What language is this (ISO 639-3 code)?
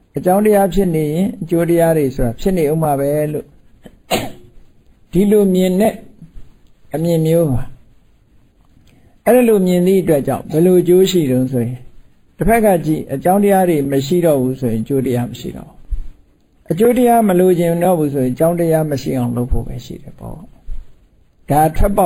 mya